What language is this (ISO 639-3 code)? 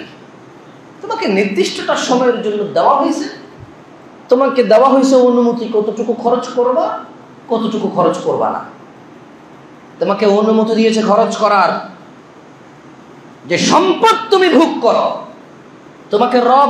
ben